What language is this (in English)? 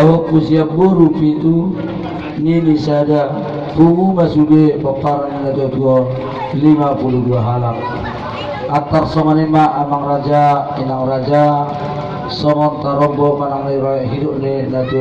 Batak Toba